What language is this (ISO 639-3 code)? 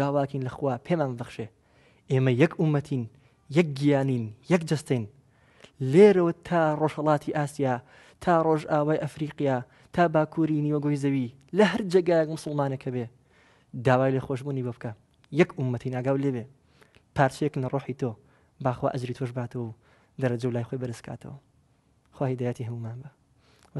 ckb